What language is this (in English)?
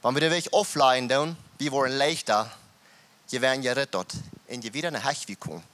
Plautdietsch